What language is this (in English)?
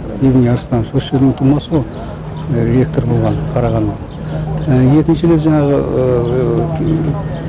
Kazakh